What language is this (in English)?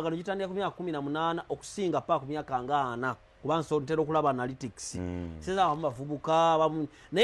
Ganda